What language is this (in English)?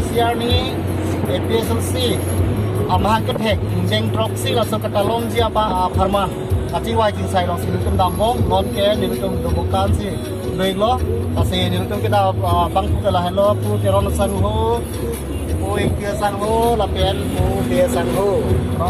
Karbi